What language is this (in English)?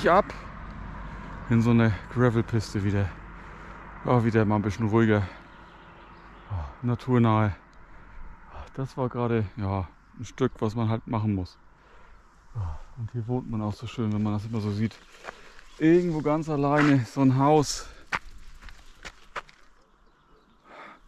German